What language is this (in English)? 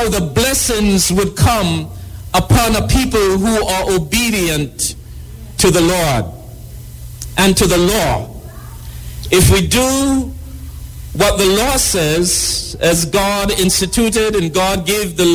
English